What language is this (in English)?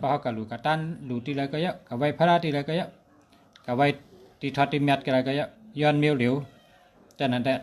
Shan